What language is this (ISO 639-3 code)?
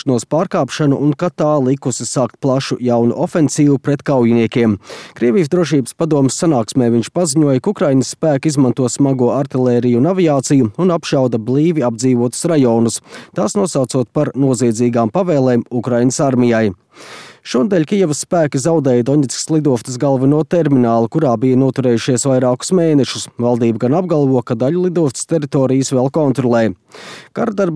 lav